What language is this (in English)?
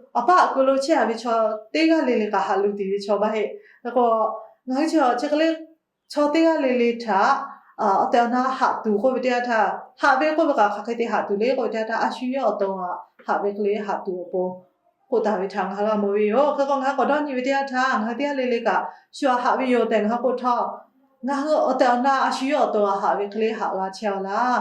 Lahu